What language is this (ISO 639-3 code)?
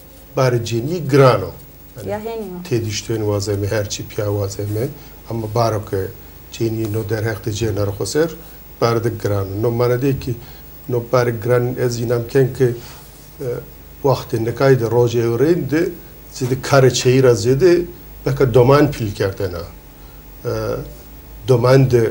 zza